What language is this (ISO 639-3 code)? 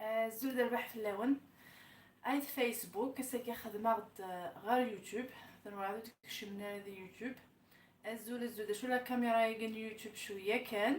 kab